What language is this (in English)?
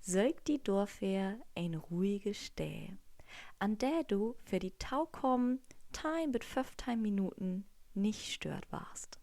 Low German